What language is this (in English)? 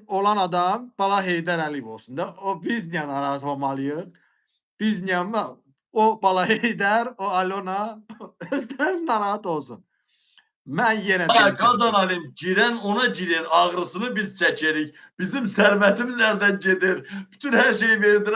Azerbaijani